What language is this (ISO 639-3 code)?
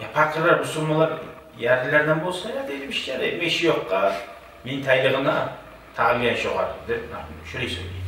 kum